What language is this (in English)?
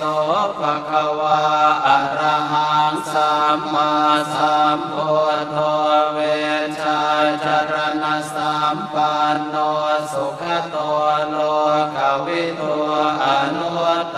Pali